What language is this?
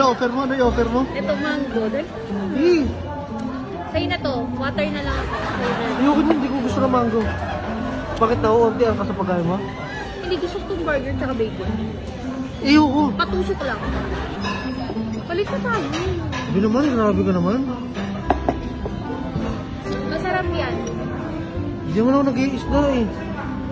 Filipino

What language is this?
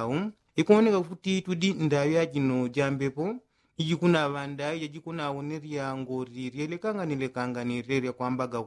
Yao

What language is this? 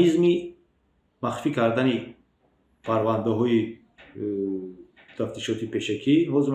Tajik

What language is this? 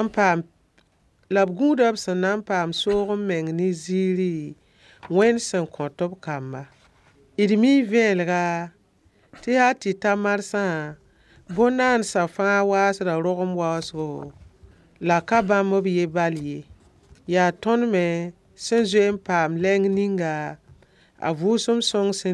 Mossi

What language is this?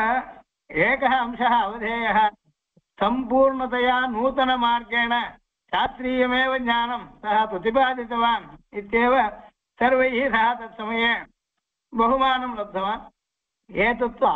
Sanskrit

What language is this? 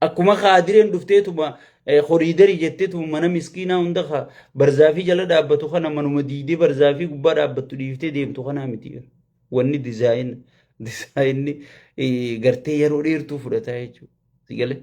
Oromo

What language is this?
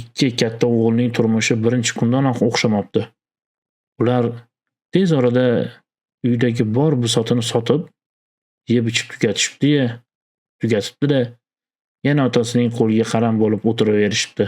Uzbek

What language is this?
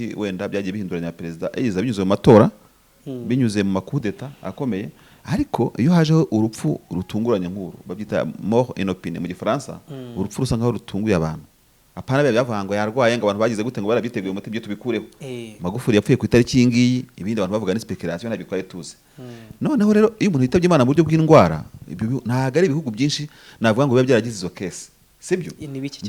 Kinyarwanda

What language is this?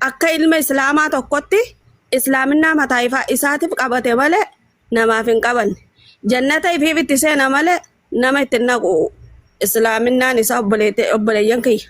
Oromo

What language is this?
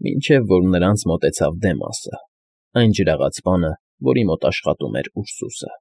Armenian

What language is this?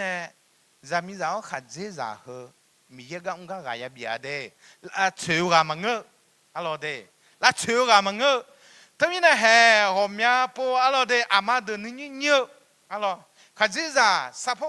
Akha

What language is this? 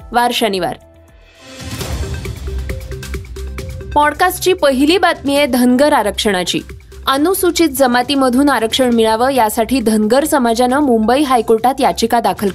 Marathi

